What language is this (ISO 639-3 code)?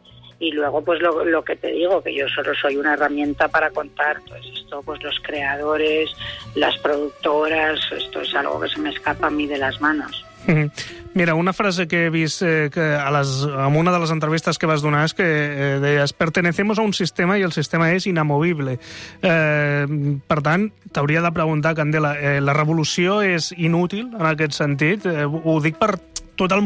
cat